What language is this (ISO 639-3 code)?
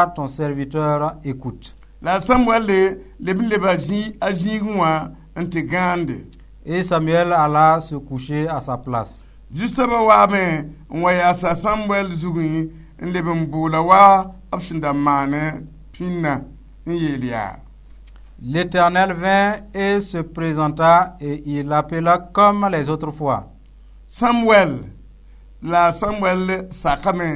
mos